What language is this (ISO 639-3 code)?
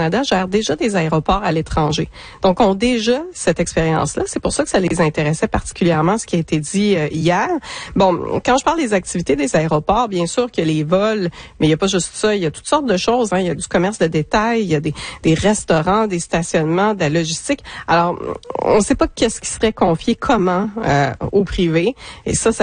fra